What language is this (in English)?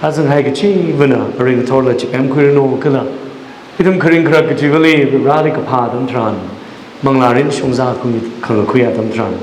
Tangkhul Naga (India)